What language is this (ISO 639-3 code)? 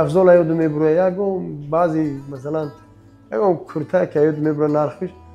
tgk